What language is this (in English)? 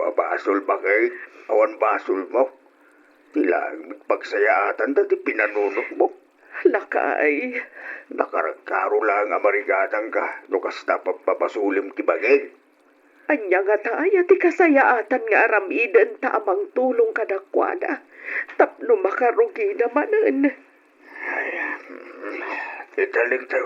Iloko